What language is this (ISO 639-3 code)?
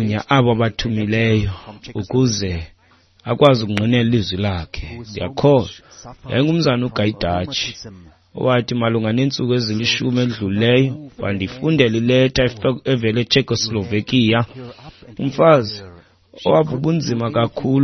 xho